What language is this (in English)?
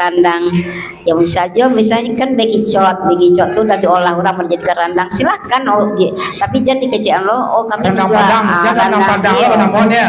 Minangkabau